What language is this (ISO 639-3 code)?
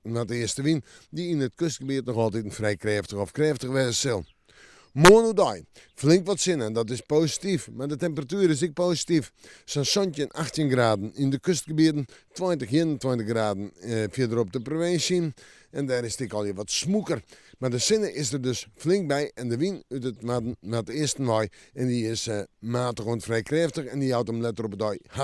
fry